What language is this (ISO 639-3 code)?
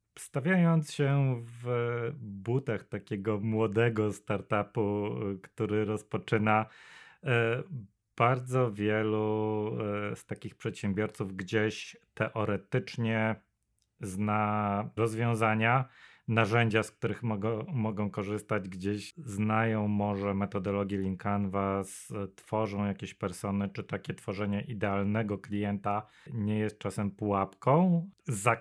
pol